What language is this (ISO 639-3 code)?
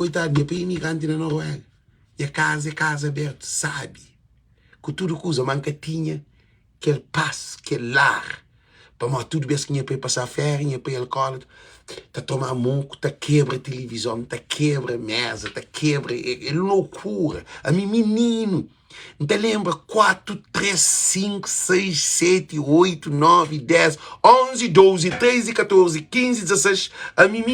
kea